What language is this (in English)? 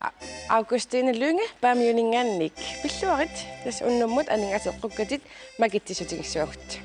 Kalaallisut